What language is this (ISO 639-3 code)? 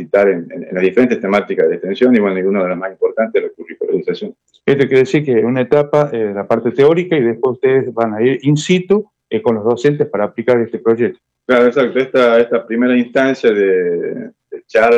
spa